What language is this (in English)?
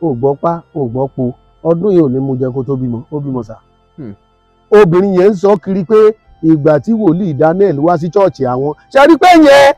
Yoruba